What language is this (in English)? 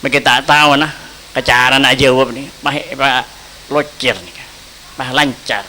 Madurese